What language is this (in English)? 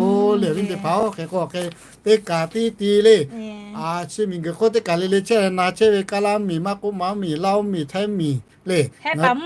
Lahu